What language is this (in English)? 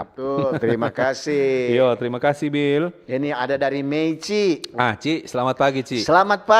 Manado Malay